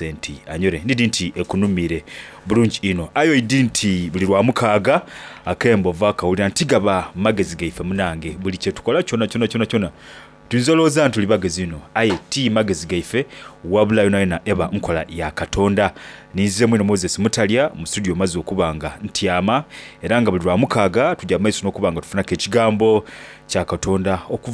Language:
Soga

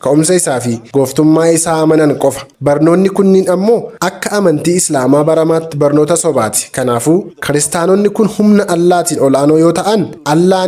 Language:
Oromo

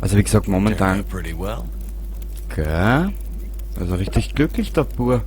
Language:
Bavarian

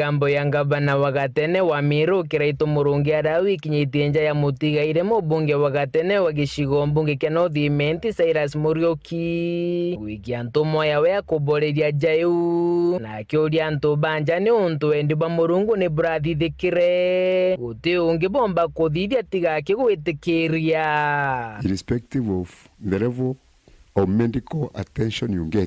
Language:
Meru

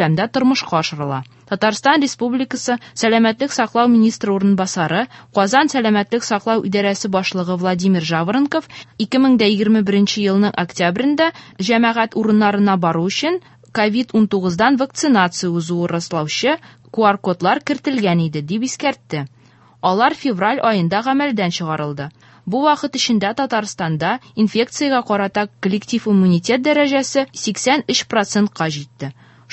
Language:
Tatar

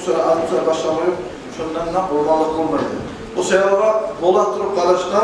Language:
Kumyk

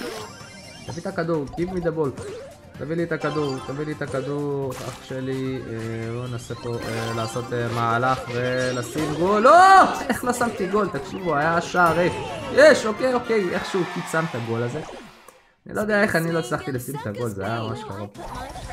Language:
Hebrew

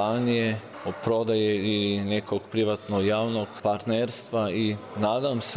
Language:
Serbian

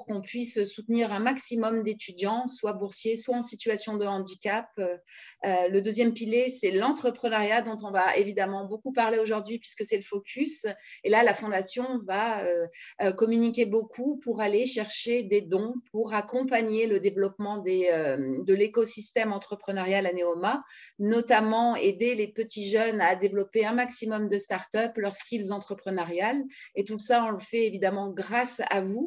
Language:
French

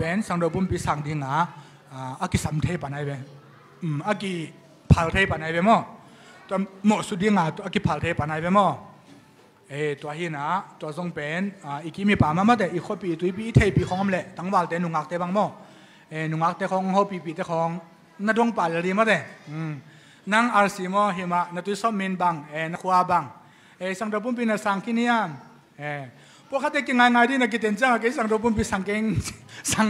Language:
Tedim Chin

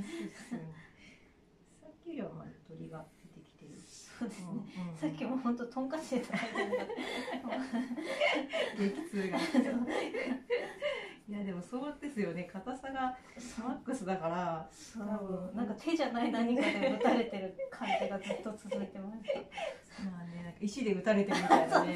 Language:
Japanese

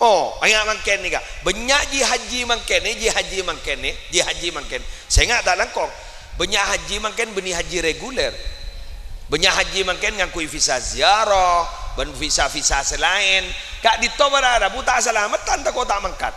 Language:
Madurese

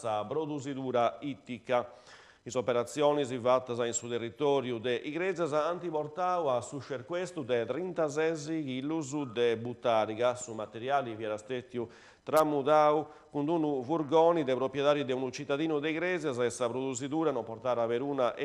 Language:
Sardinian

